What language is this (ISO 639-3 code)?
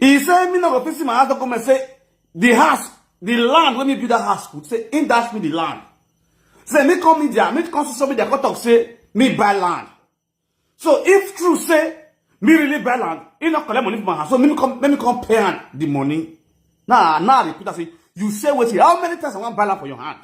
pcm